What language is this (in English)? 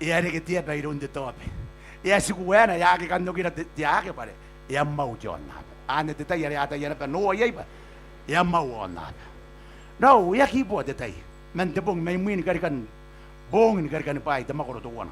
Gilbertese